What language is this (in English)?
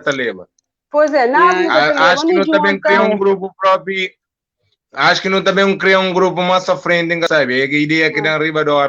Kabuverdianu